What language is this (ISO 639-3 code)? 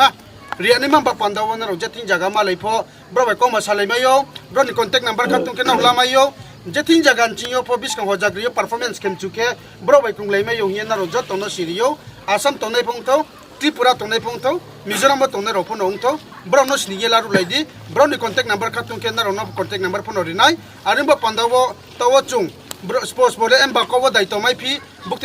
ria